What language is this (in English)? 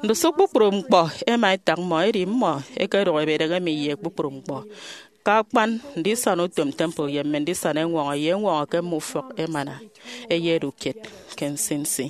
Efik